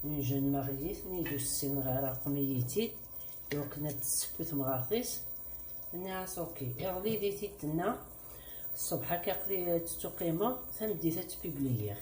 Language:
Kabyle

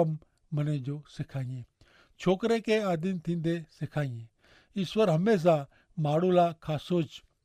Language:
Kachhi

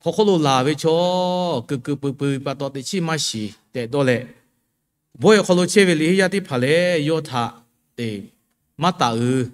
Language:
Lahu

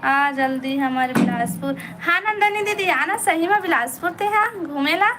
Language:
Chhattisgarhi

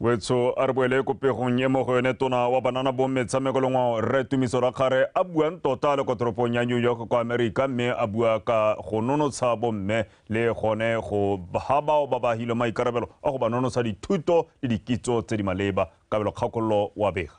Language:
Tswana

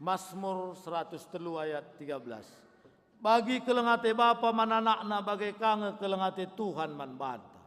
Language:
Batak Karo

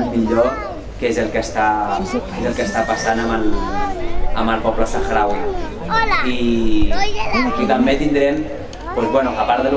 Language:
Catalan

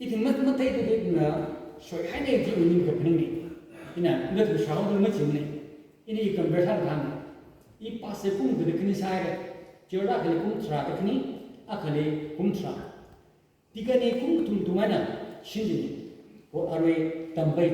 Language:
Tangkhul Naga (India)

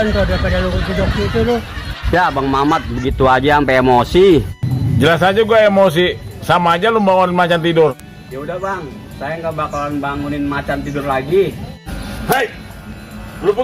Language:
Betawi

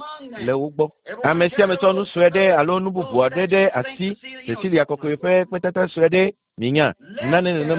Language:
Ewe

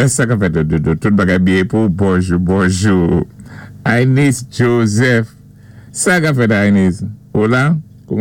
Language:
Saint Lucian Creole French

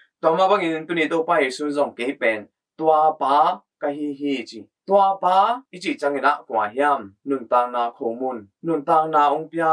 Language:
Tedim Chin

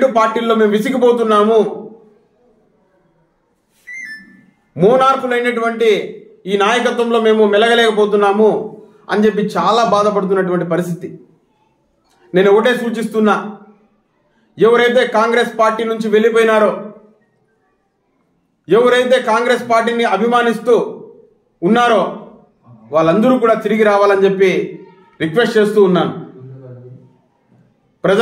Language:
Telugu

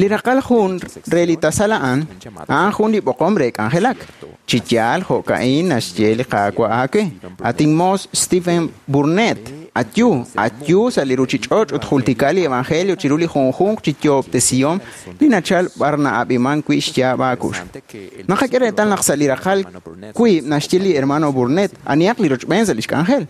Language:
Kekchí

